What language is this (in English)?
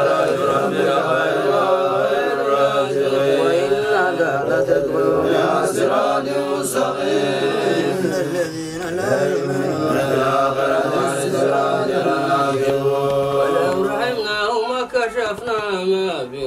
Arabic